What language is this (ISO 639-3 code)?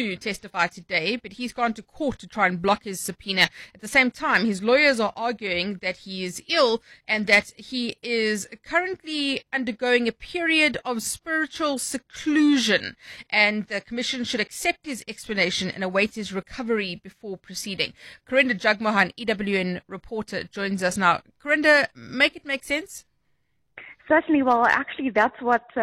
eng